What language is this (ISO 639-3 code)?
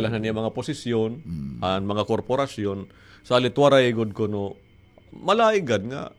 war